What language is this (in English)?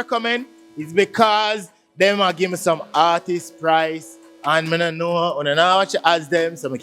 Jamaican Creole English